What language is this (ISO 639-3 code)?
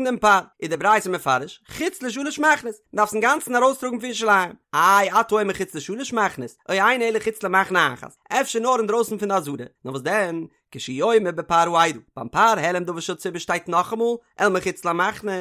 yid